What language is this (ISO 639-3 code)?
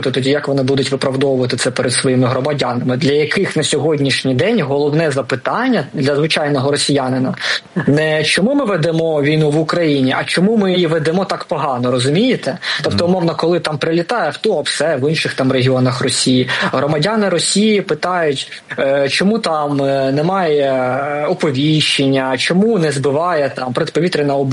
ukr